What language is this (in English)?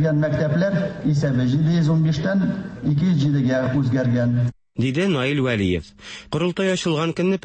Tatar